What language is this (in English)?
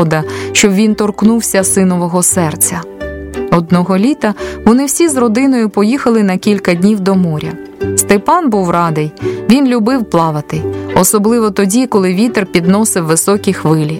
Ukrainian